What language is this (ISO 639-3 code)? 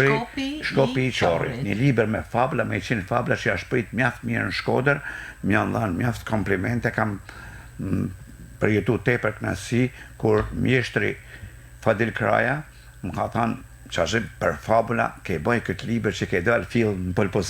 sqi